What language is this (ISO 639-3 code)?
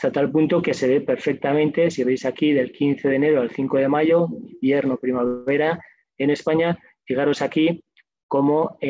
spa